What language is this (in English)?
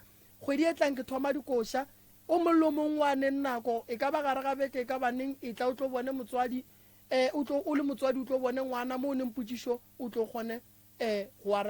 Northern Sotho